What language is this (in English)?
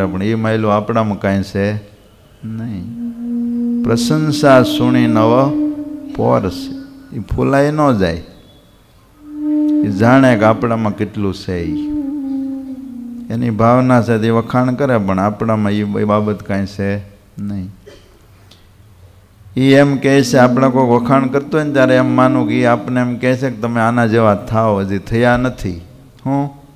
Gujarati